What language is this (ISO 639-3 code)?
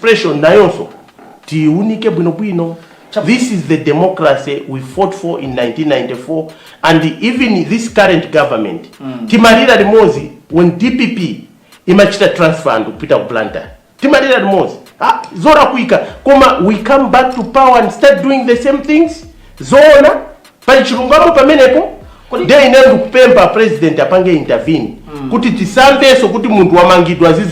nya